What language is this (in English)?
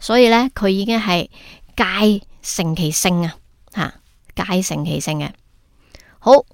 Cantonese